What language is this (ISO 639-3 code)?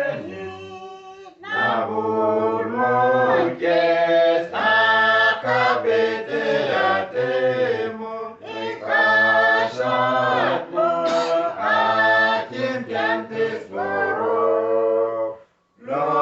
udu